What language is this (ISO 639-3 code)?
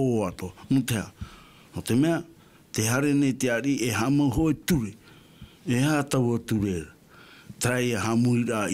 tah